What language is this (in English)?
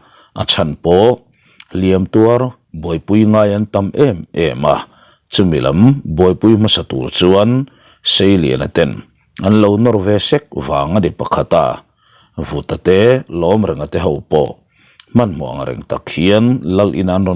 Mizo